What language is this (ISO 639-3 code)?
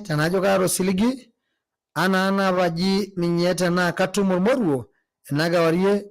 mas